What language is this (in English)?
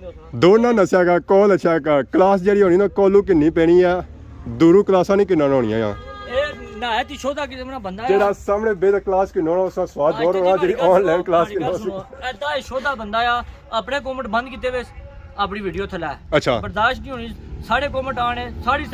Pahari-Potwari